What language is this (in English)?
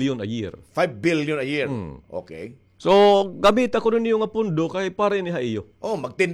Waray